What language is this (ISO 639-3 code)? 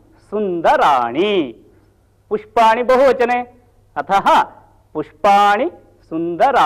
san